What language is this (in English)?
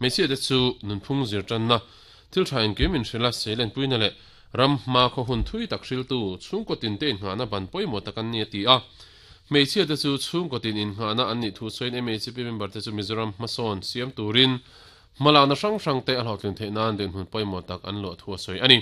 Mizo